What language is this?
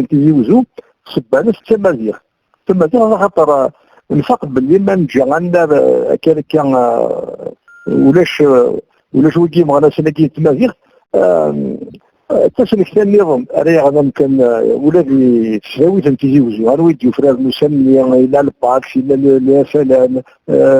Kabyle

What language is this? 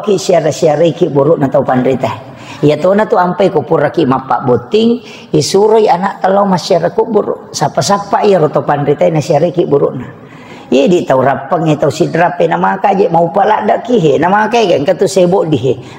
Buginese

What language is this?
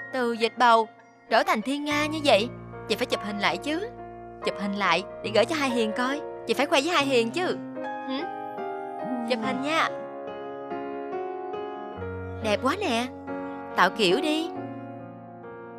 Vietnamese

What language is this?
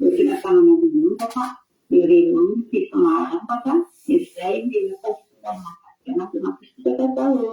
Malagasy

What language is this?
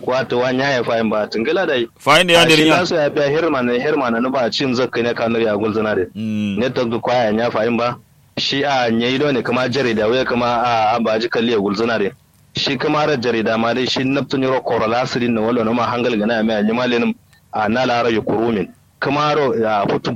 Kanuri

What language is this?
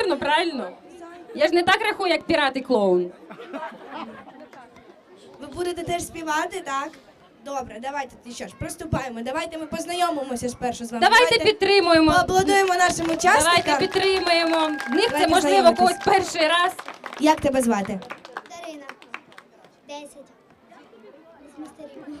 Ukrainian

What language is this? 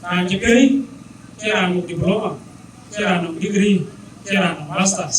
Dinka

